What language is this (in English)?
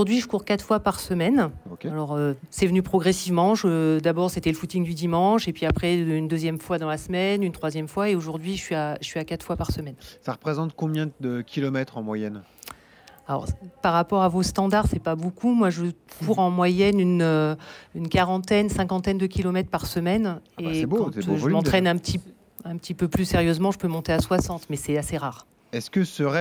French